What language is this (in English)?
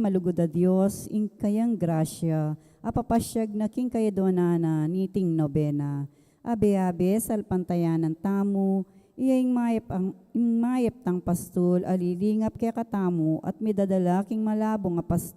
Pampanga